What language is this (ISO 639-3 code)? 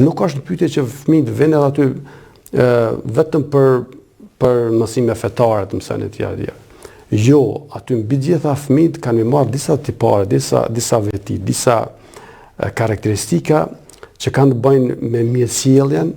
sqi